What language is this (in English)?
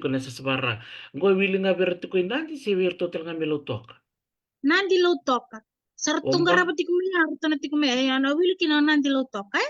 Fijian